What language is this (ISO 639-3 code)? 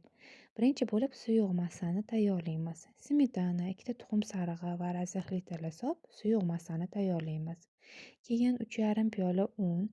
uzb